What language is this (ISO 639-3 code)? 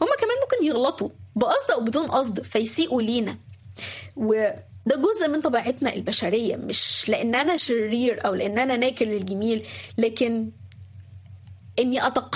arz